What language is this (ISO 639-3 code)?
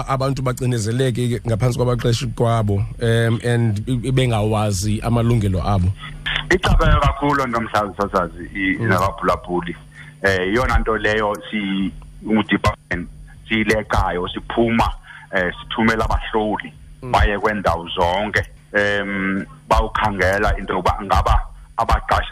xho